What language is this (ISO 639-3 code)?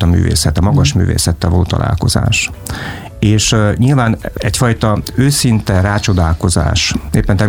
hun